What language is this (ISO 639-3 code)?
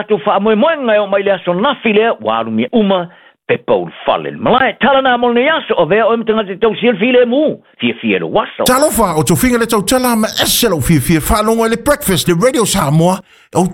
smo